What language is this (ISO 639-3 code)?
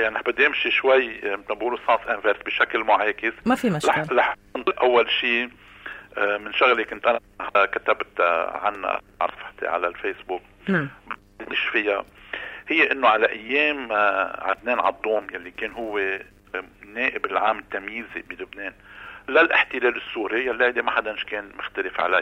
apc